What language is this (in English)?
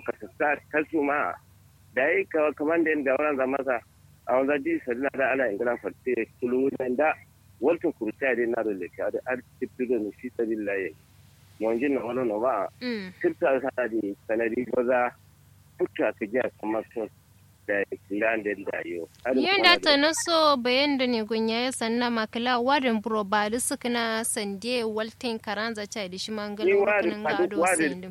Kanuri